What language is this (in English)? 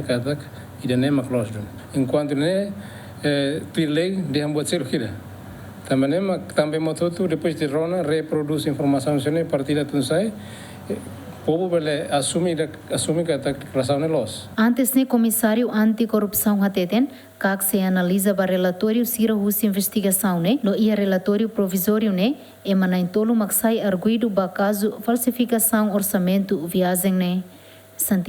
Tetum